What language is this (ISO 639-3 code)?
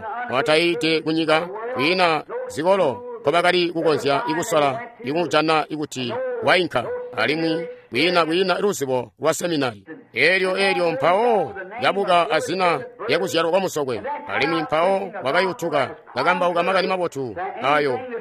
toi